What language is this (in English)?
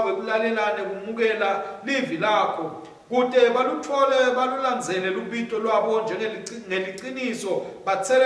Swati